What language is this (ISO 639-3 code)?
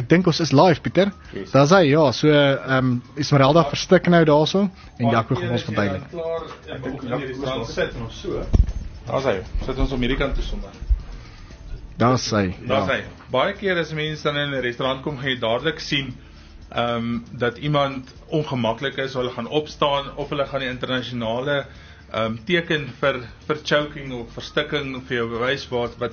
afr